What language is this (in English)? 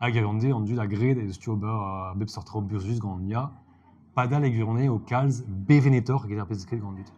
Breton